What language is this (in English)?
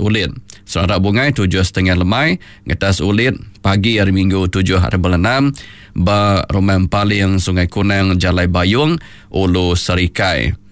Iban